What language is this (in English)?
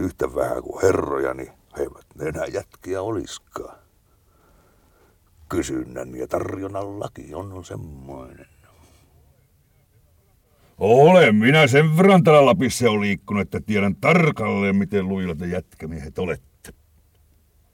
Finnish